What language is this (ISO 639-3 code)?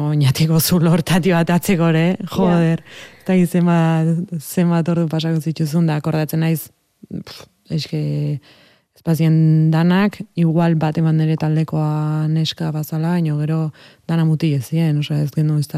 eus